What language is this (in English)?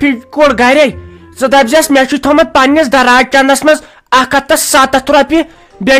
Kashmiri